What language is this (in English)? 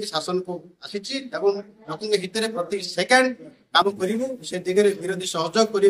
Odia